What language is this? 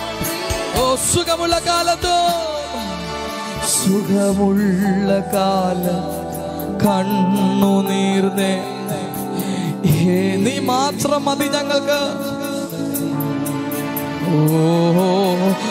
Malayalam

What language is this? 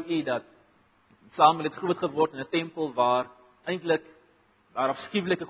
Afrikaans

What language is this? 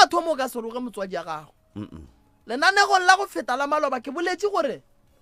Northern Sotho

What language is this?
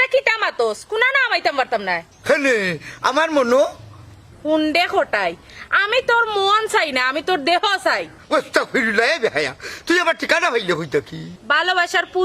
Sylheti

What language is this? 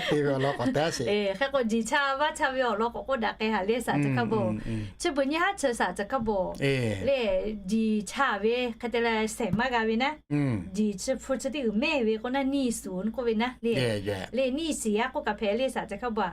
Lahu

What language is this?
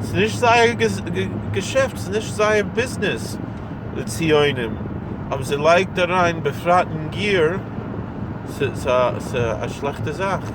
Yiddish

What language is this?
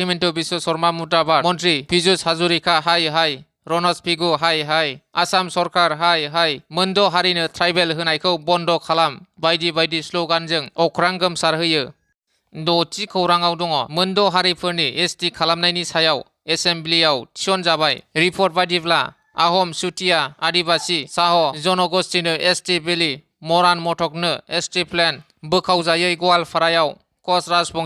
Bodo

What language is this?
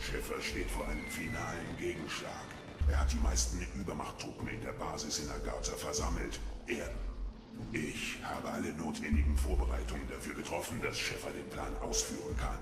Bavarian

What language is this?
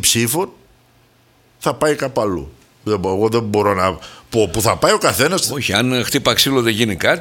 Greek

